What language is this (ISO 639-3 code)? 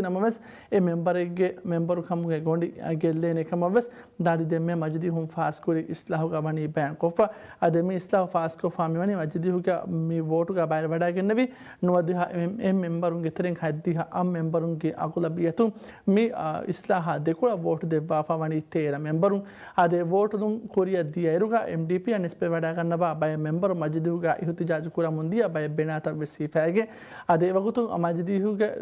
div